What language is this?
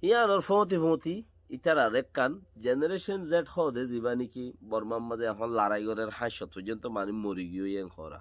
Rohingya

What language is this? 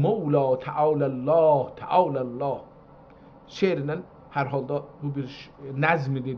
South Azerbaijani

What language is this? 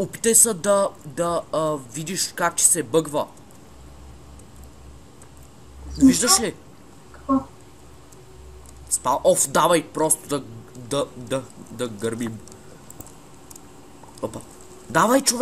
Bulgarian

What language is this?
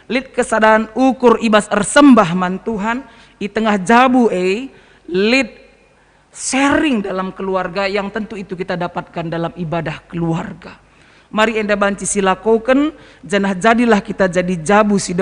Batak Karo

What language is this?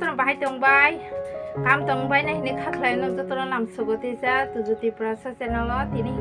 Kok Borok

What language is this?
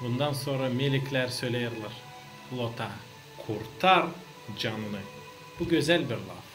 Gagauz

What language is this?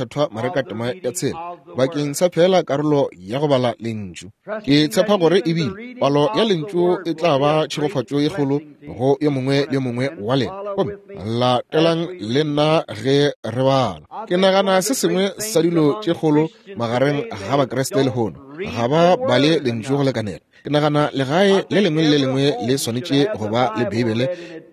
Northern Sotho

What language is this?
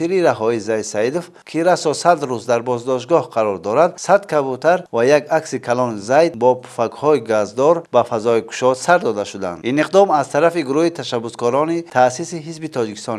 Tajik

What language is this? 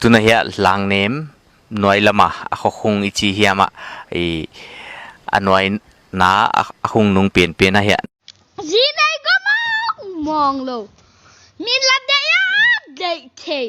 Paite Chin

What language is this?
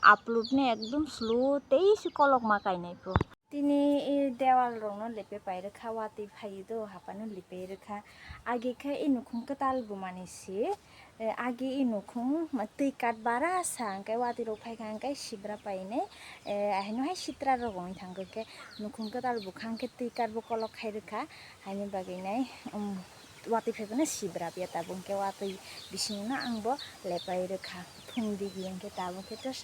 Kok Borok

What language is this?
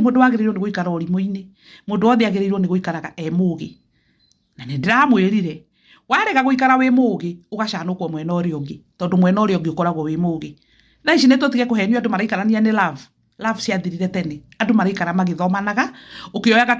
Kikuyu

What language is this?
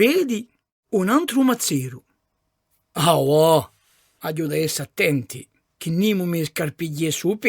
Corsican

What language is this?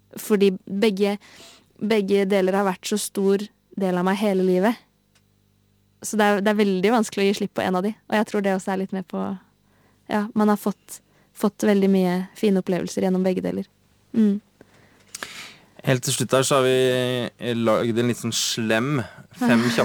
Norwegian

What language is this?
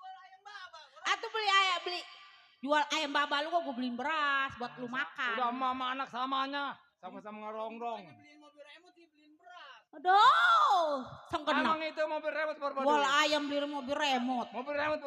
Betawi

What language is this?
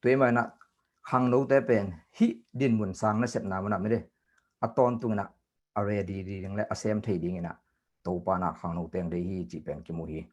Tedim Chin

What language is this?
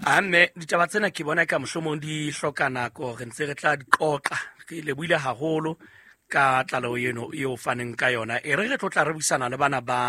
Southern Sotho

